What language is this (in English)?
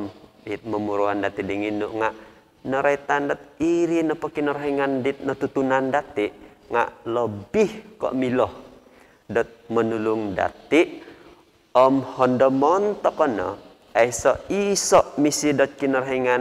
Central Dusun